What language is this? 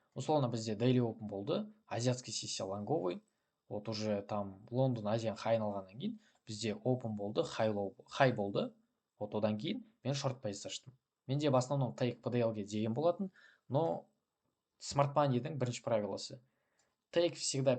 Kazakh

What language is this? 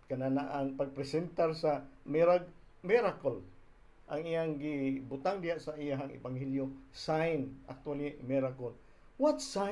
Cebuano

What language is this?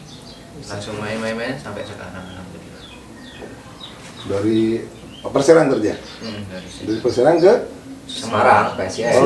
Indonesian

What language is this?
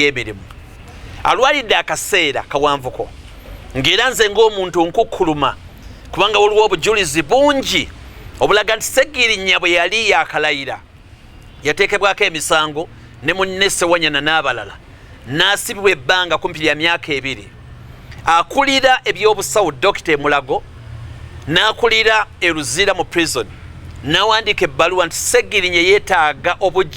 Ganda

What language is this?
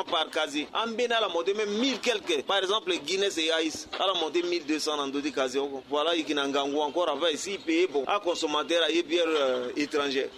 Sango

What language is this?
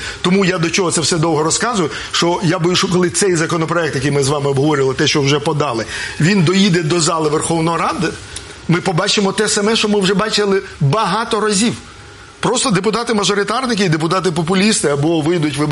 Ukrainian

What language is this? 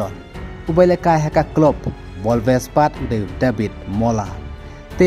Khasi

